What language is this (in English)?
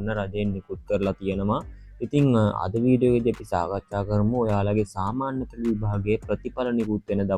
Sinhala